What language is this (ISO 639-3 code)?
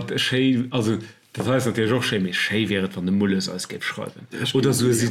ltz